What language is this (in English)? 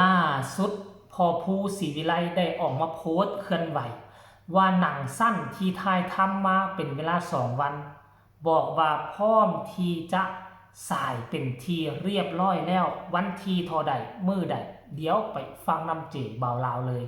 Northeastern Thai